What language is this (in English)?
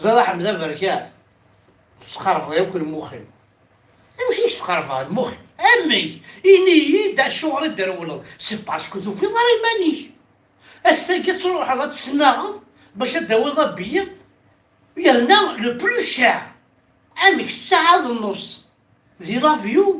Kabyle